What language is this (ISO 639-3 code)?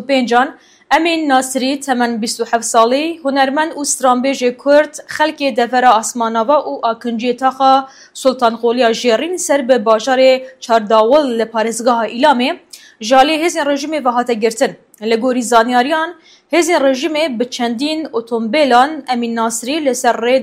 kur